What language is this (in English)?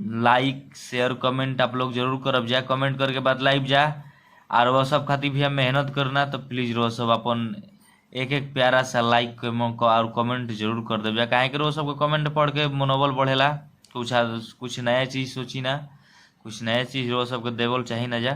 Bhojpuri